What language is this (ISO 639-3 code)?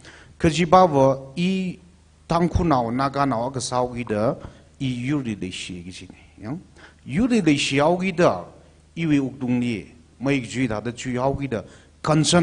nmf